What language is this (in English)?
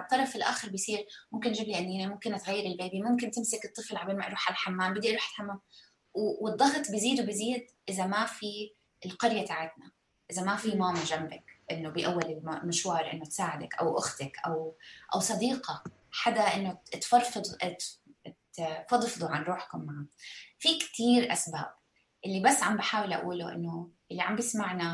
North Levantine Arabic